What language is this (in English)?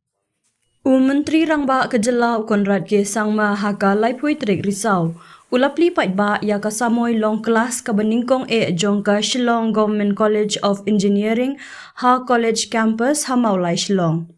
Khasi